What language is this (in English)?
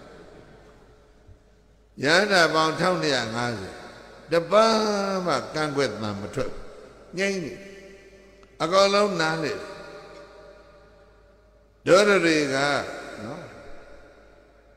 Burmese